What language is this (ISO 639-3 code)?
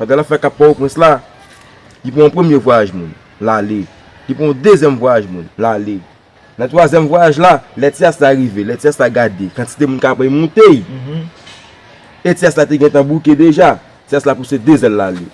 hat